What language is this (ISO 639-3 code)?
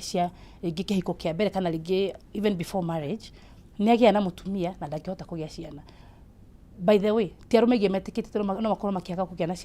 kik